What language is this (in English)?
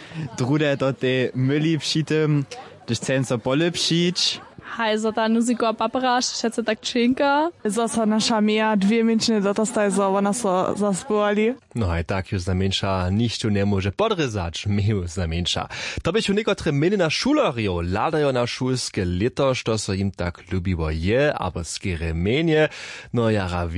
Upper Sorbian